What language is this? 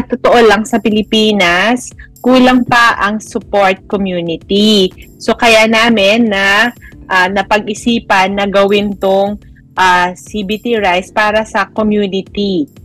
Filipino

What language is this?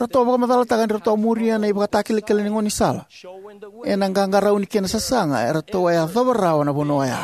Fijian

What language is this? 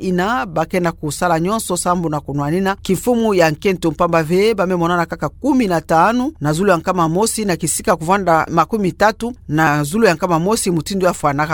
Kituba (Democratic Republic of Congo)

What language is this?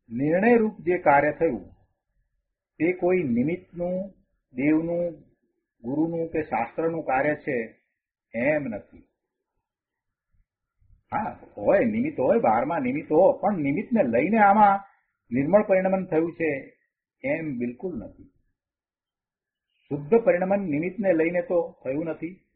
Gujarati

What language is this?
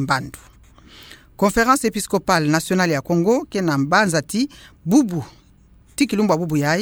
Kituba (Democratic Republic of Congo)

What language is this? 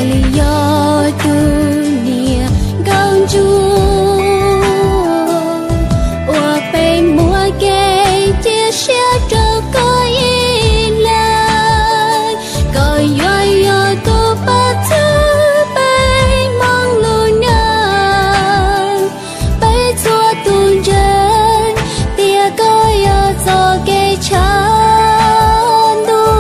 Hmong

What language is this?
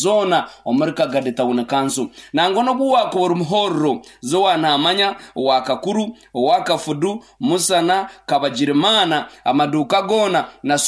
Nyankole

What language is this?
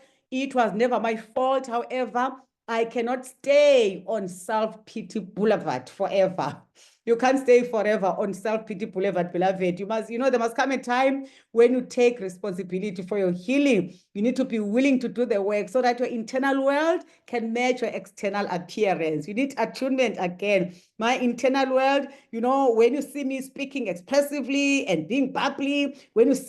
English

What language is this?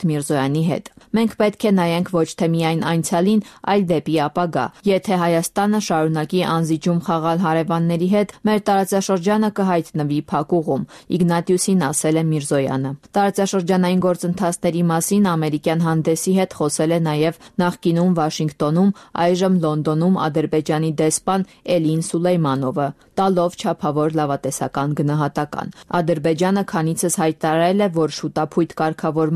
Armenian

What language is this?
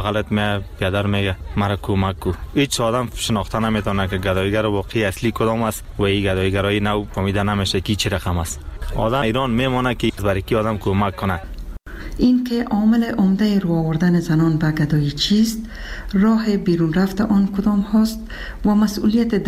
Persian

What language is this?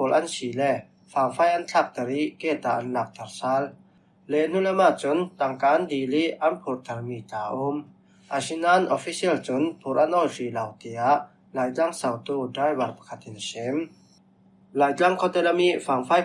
Falam Chin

